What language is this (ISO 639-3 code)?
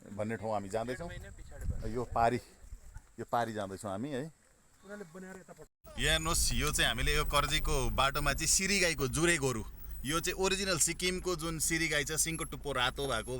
nep